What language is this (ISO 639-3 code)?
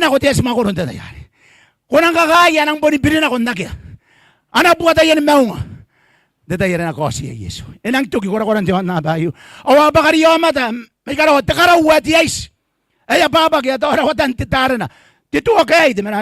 gil